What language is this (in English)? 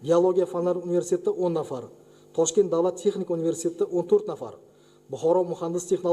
Uzbek